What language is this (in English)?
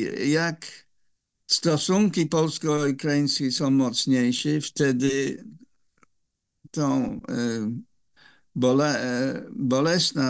Polish